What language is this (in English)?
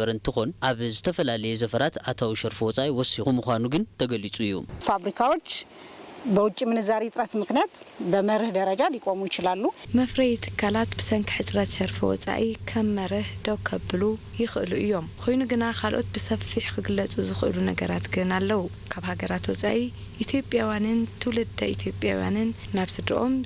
Tigrinya